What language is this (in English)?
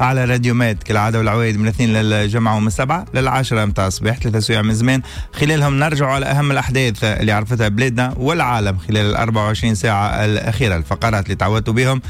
Tunisian Arabic